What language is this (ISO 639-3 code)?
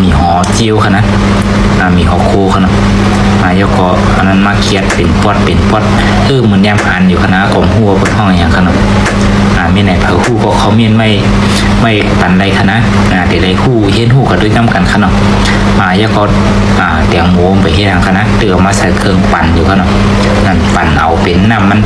shn